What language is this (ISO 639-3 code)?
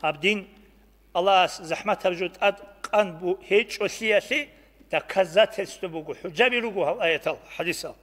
ava